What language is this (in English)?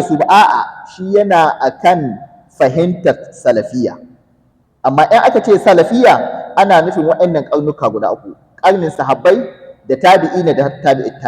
Hausa